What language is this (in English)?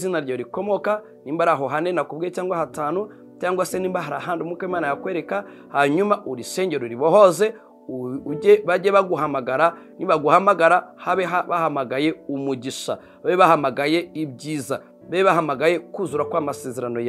Kinyarwanda